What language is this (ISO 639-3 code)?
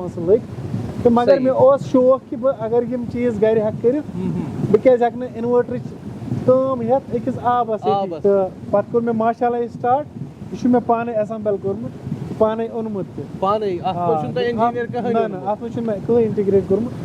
kas